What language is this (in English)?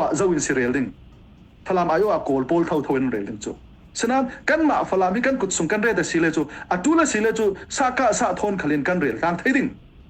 Falam Chin